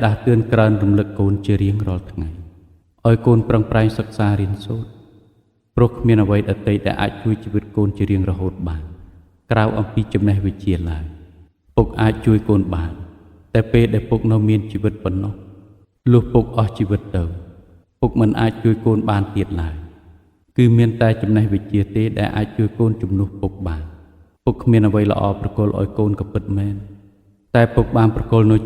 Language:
Khmer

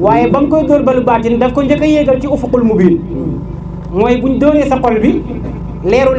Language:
Wolof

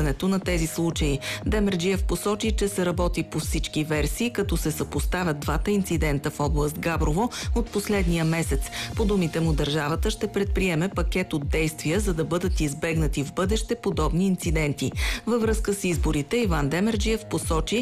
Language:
Bulgarian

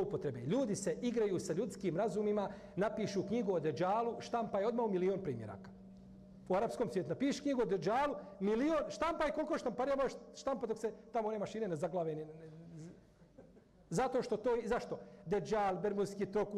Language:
Bosnian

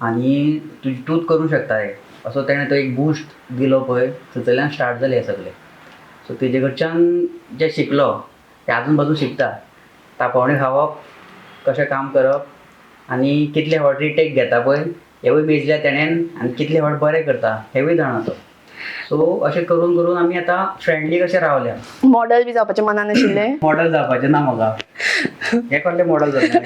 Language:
Konkani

